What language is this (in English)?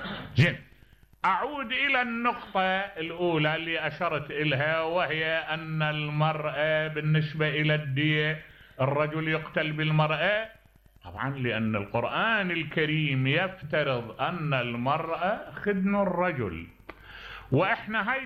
Mesopotamian Arabic